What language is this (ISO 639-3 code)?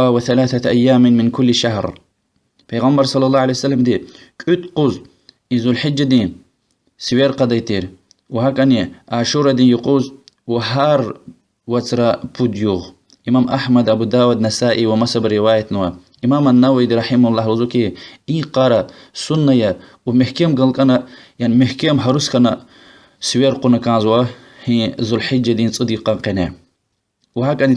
lez